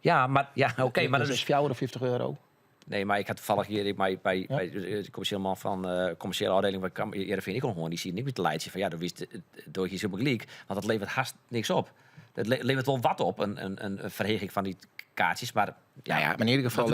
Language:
Western Frisian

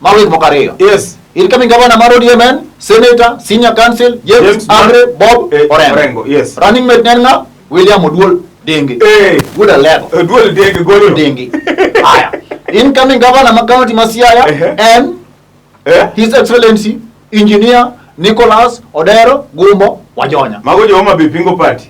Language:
Luo (Kenya and Tanzania)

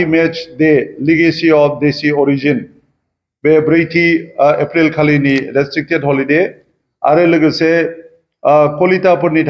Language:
Bodo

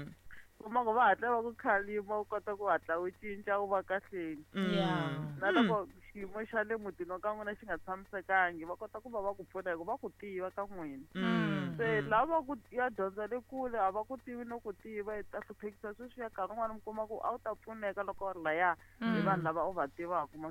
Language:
Tsonga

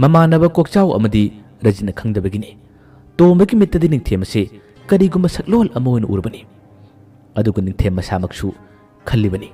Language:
Manipuri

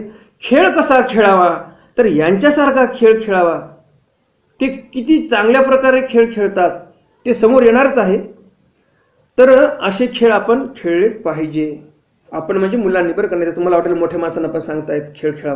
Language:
Marathi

